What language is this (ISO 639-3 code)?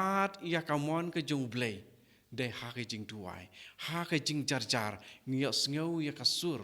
kha